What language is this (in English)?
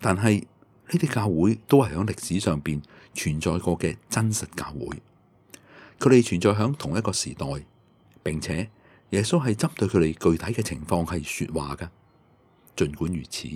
Cantonese